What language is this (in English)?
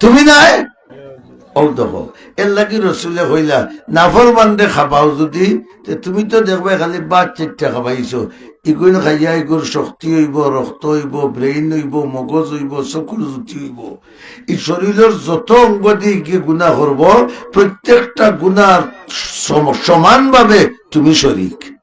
Sylheti